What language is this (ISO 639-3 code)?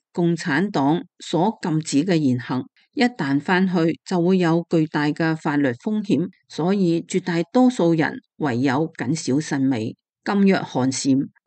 yue